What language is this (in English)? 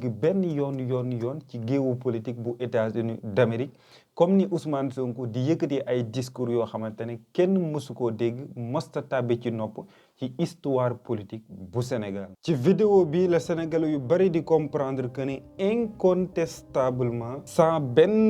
Wolof